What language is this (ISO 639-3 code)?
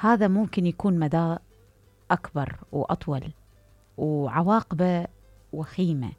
acm